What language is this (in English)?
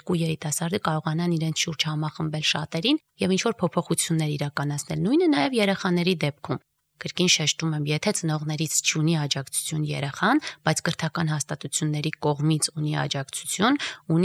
Armenian